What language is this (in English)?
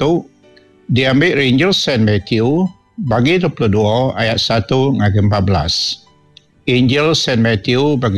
Iban